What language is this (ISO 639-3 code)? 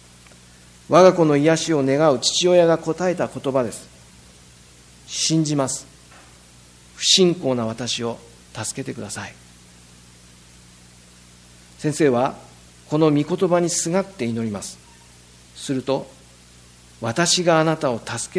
jpn